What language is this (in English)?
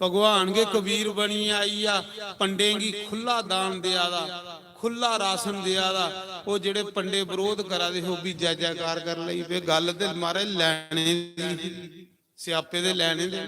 Dogri